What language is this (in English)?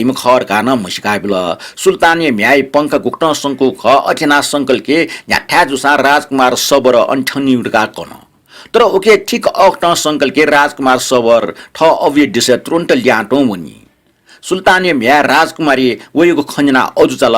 Newari